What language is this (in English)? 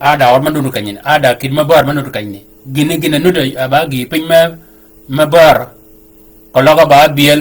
Shilluk